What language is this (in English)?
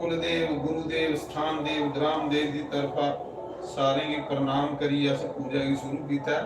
Dogri